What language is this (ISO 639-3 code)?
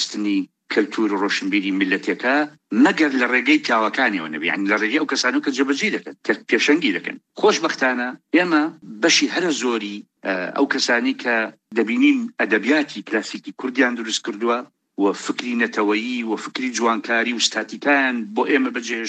ckb